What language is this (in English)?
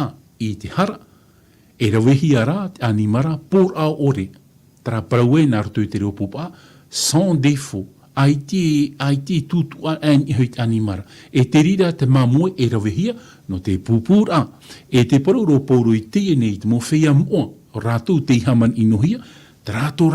Tahitian